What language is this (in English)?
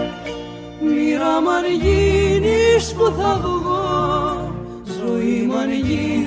Greek